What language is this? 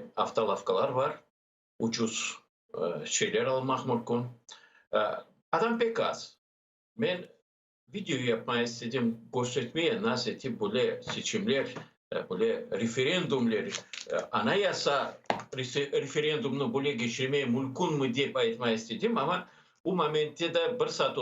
Crimean Tatar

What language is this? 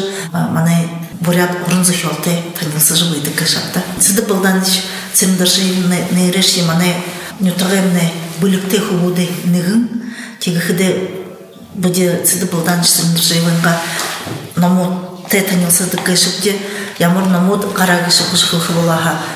Buriat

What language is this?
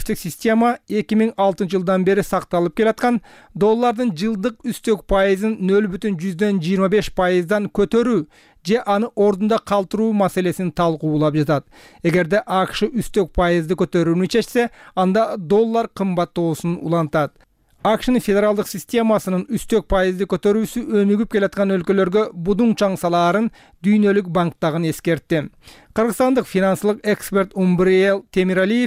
Kyrgyz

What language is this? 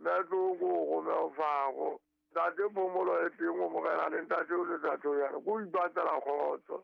Southern Sotho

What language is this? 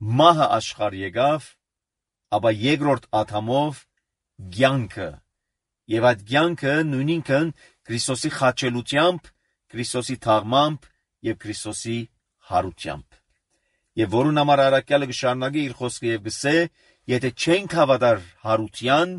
Armenian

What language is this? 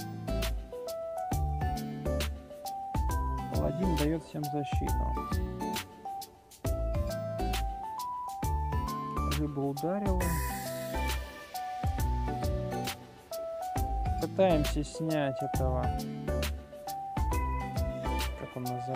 Russian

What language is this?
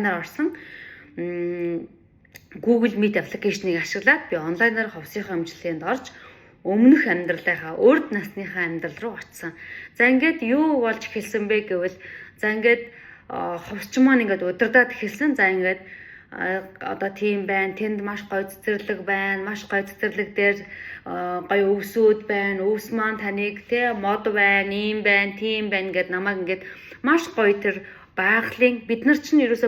Mongolian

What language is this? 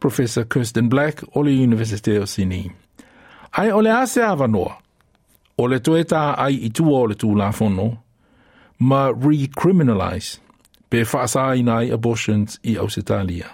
Samoan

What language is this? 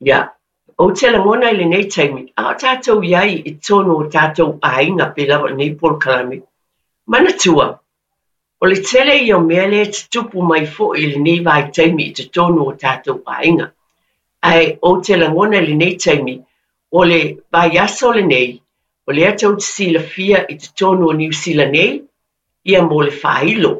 Samoan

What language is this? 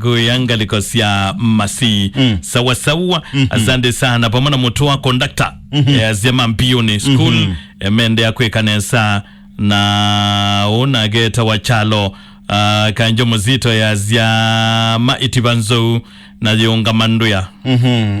Kamba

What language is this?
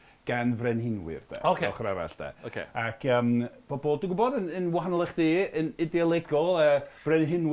Welsh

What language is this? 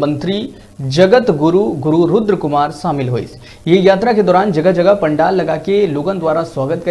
Chhattisgarhi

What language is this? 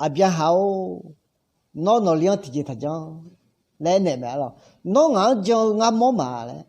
Akha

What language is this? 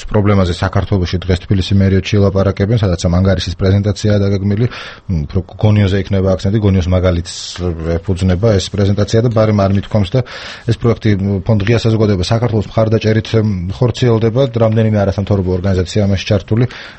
Georgian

